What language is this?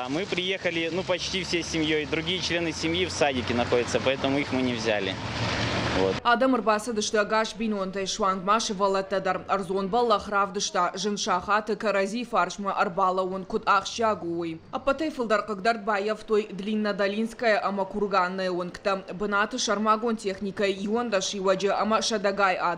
Ossetic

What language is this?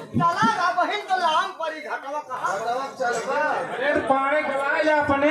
Awadhi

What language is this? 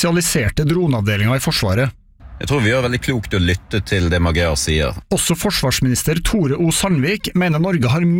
Norwegian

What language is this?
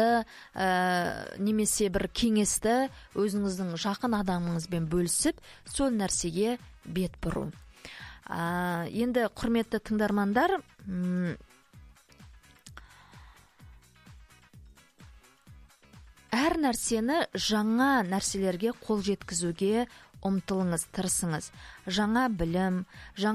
Kazakh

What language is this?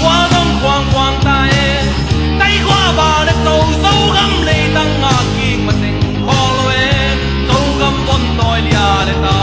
Tedim Chin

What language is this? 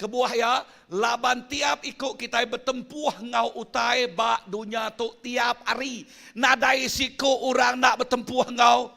Iban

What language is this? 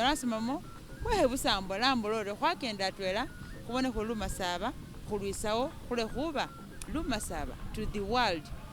Masaaba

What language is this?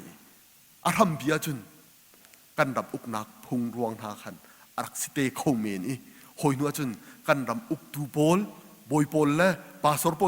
Hakha Chin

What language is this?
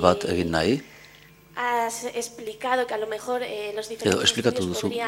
Basque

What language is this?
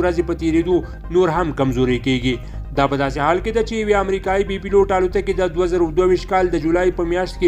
Pashto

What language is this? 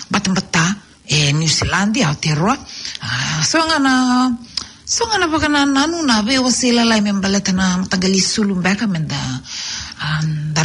Fijian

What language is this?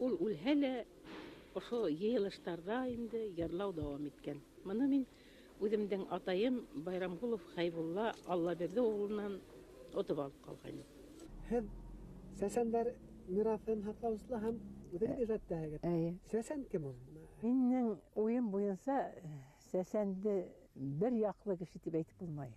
Bashkir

